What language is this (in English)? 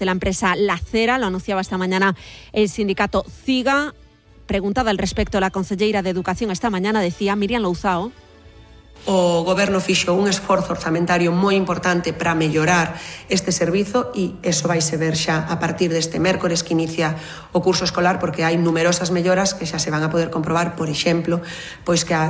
Galician